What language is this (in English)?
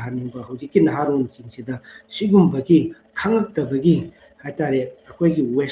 Manipuri